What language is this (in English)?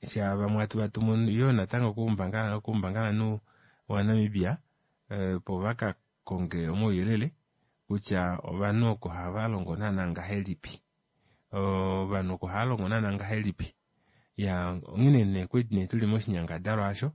Kuanyama